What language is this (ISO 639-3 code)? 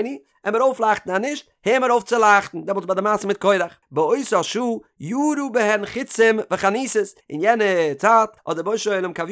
yid